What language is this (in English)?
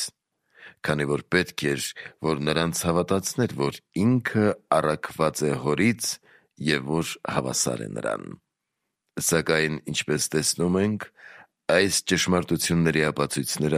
Armenian